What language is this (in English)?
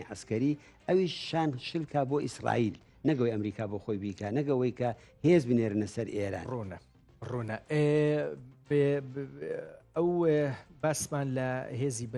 Central Kurdish